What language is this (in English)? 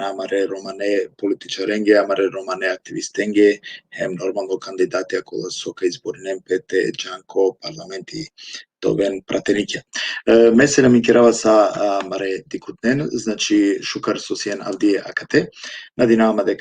Balkan Romani